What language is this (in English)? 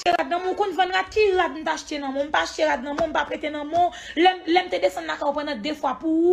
Haitian Creole